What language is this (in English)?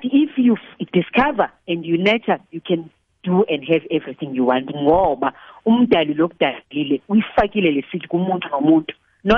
South Ndebele